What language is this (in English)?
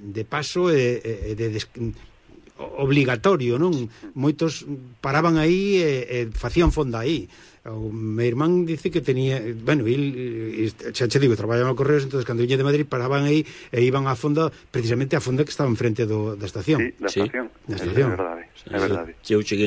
Galician